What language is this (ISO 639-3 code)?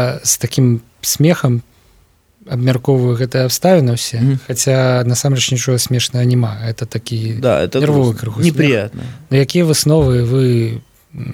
bel